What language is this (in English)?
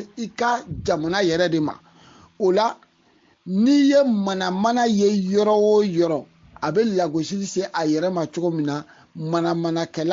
Bambara